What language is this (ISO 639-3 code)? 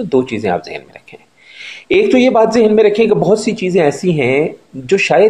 urd